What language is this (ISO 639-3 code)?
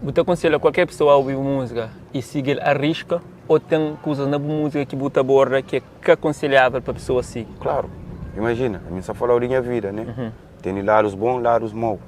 kea